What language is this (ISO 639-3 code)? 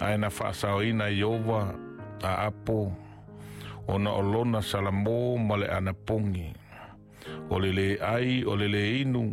smo